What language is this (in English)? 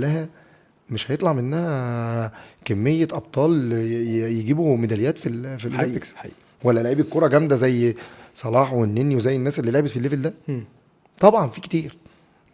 Egyptian Arabic